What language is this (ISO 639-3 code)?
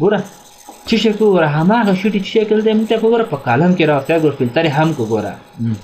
pus